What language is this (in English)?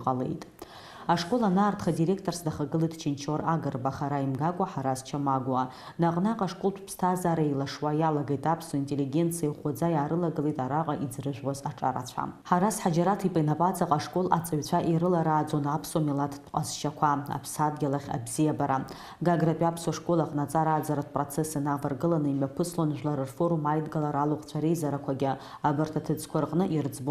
Abkhazian